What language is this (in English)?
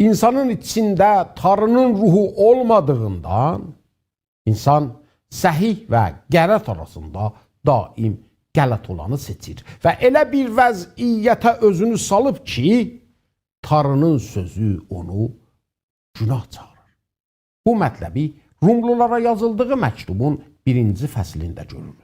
South Azerbaijani